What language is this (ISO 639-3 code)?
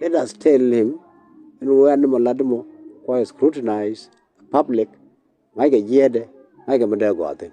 nus